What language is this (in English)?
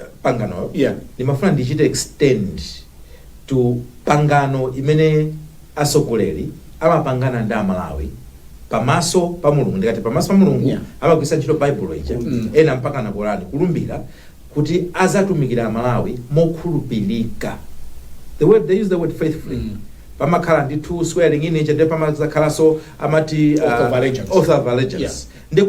Nyanja